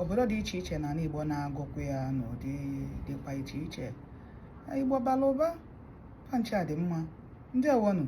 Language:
Igbo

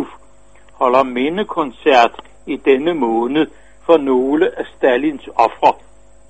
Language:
Danish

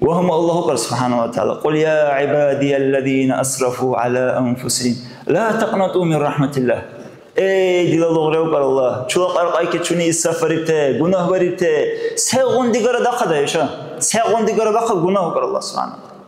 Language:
Dargwa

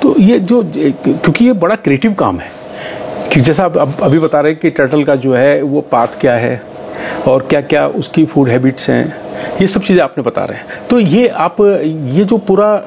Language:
Hindi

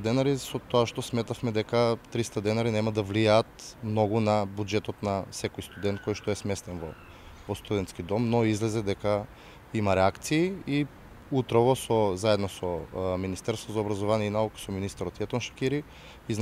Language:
Macedonian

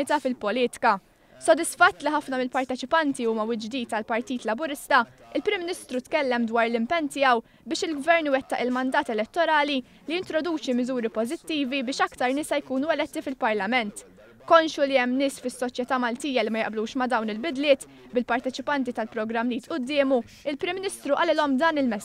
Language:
Maltese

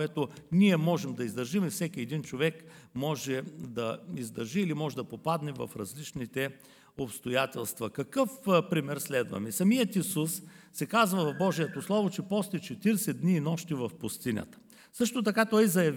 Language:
Bulgarian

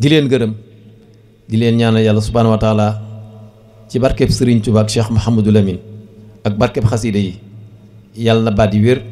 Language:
Wolof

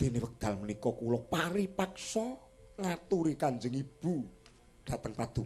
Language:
Javanese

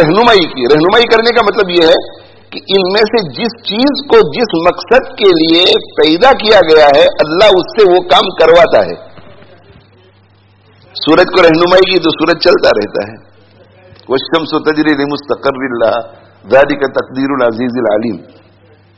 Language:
Urdu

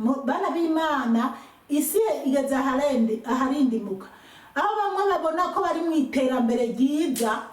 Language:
Rundi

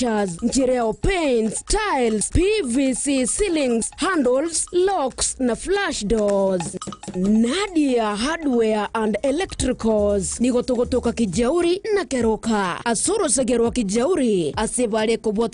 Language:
Gusii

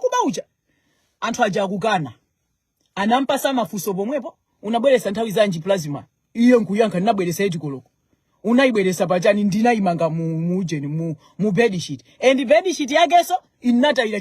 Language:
Nyanja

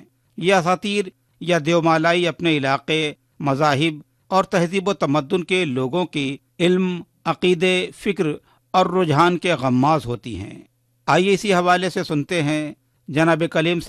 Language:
Urdu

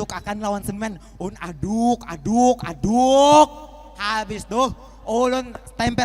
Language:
Banjar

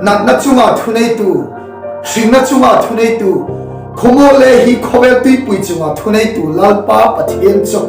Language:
Hmar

